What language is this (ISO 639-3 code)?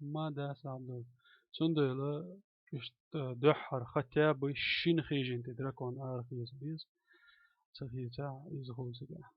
che